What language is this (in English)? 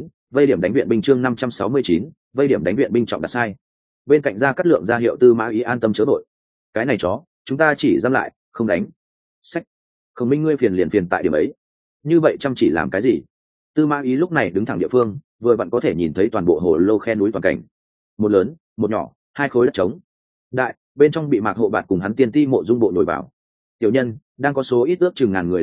Vietnamese